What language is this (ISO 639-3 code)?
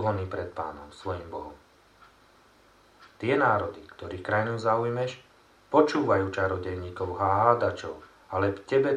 slk